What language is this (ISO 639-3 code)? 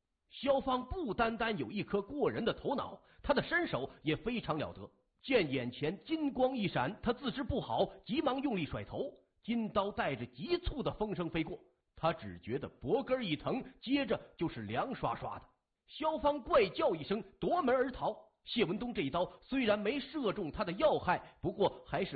zho